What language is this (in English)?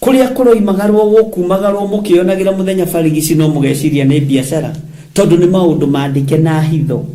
Kikuyu